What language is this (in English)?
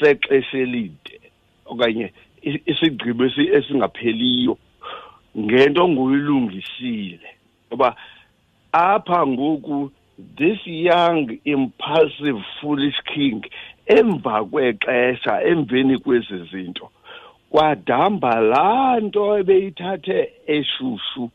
Xhosa